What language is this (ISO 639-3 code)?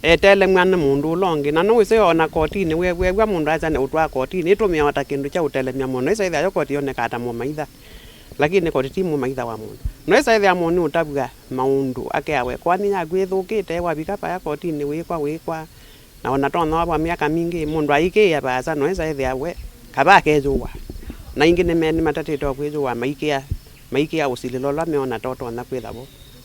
kam